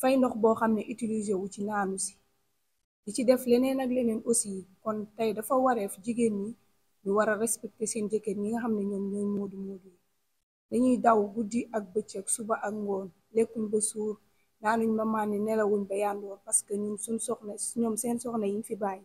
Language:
Wolof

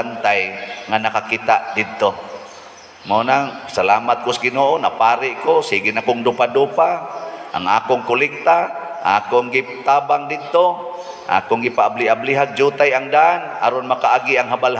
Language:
Cebuano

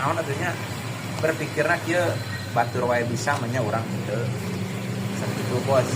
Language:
Sundanese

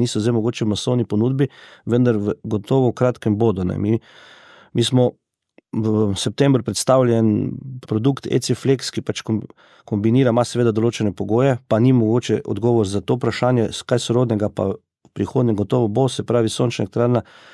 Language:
Slovenian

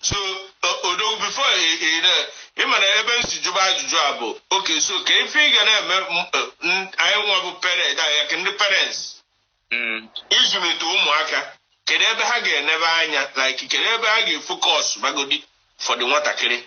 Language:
Igbo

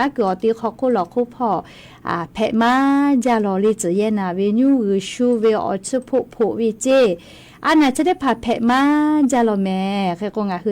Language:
Lahu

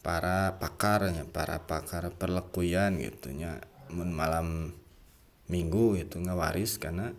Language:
Sundanese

